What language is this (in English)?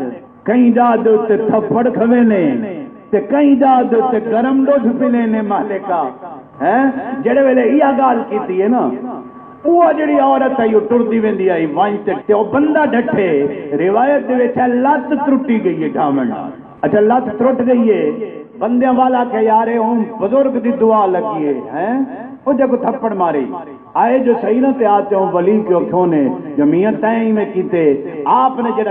Saraiki